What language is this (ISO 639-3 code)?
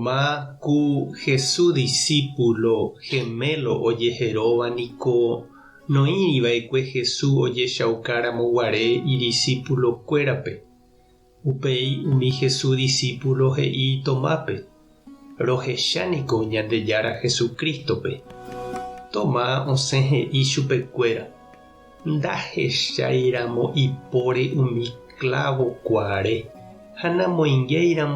grn